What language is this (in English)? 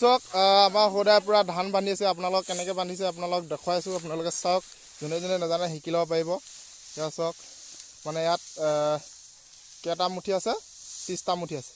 Assamese